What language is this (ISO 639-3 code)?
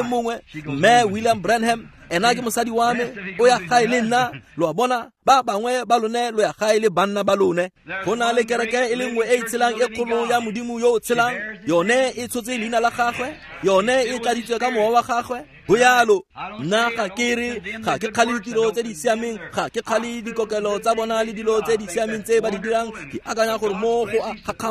tsn